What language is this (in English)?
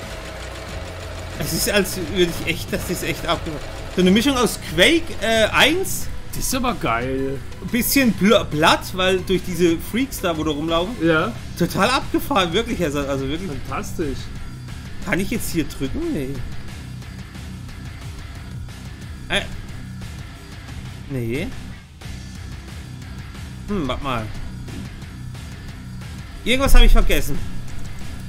German